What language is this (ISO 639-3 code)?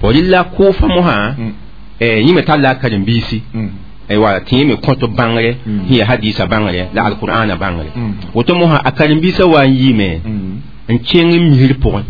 mos